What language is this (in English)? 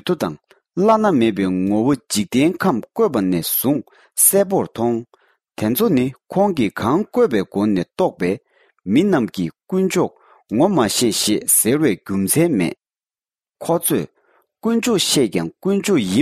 Tibetan